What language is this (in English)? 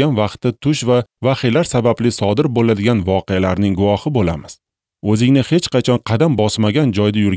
Uzbek